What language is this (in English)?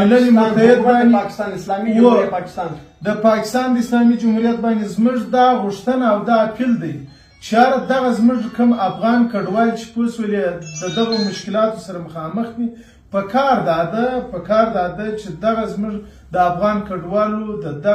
Pashto